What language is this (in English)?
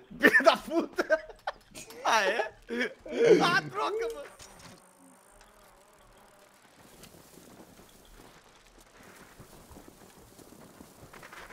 Portuguese